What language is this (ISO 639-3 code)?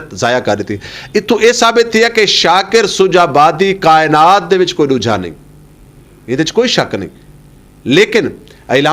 skr